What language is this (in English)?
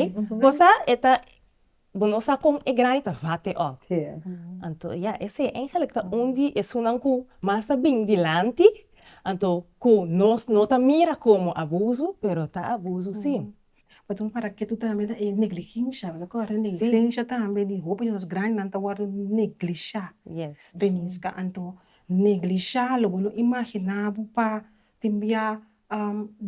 Papiamento